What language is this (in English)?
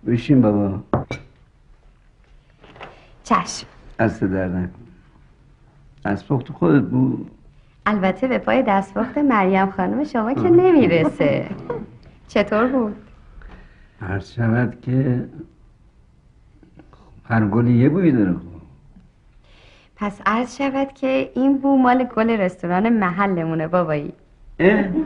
Persian